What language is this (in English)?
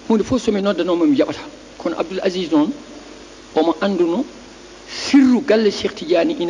Fula